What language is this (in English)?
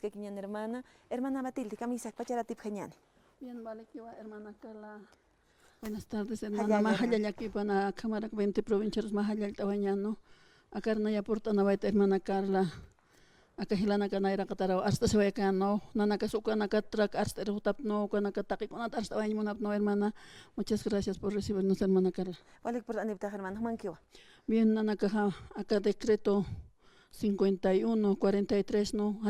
Aymara